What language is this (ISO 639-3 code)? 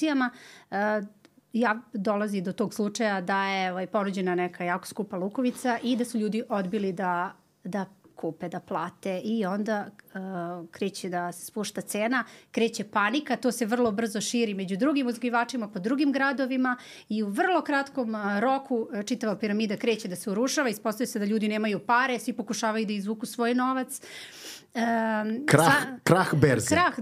srp